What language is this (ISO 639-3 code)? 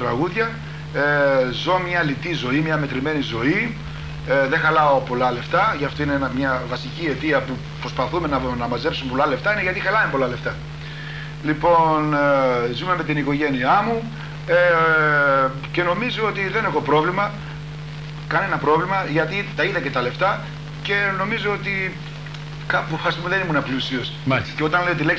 ell